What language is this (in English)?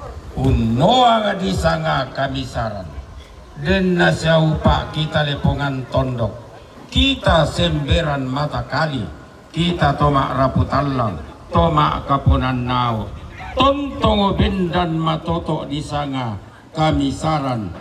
Toraja-Sa'dan